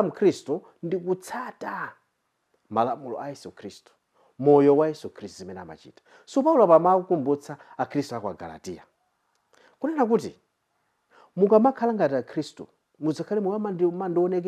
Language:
Nyanja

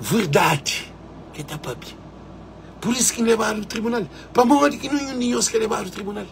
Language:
Kabuverdianu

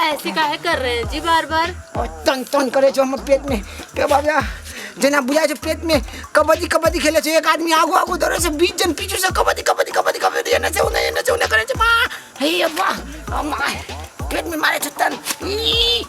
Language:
Maithili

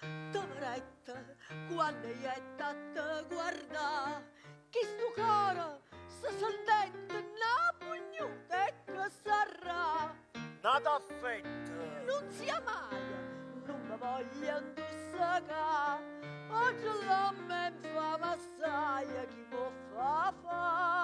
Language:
Neapolitan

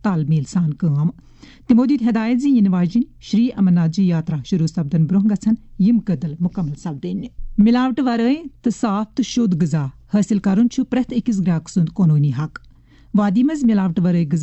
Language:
Kashmiri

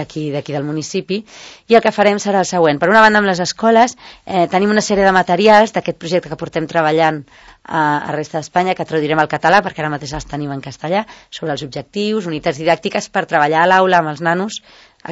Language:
Catalan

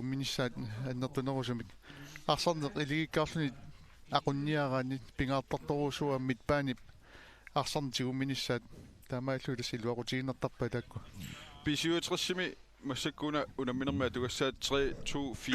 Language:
Kalaallisut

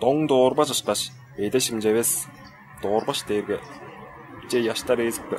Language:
Tuvinian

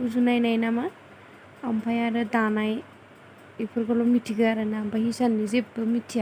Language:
Bodo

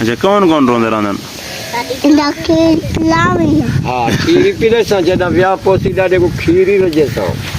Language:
Saraiki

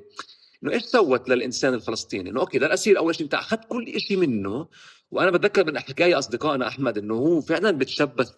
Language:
North Levantine Arabic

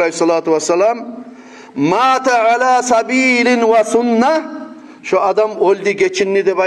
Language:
Kumyk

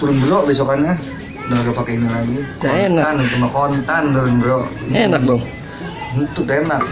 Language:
Betawi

